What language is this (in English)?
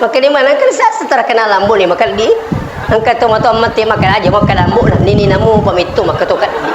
Buginese